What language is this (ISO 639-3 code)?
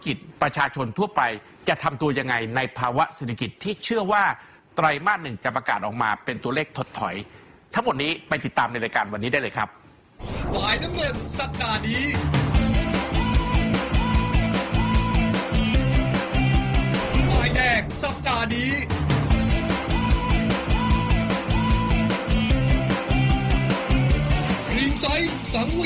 tha